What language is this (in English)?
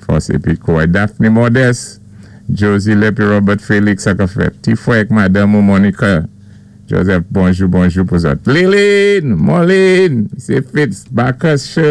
Saint Lucian Creole French